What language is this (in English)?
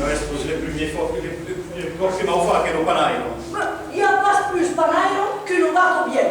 Occitan